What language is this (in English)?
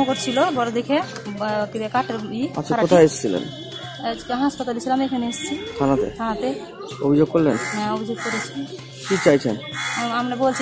Bangla